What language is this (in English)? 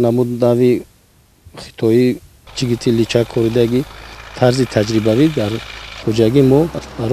Tajik